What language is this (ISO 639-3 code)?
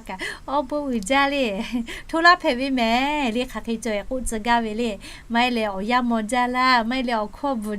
lhu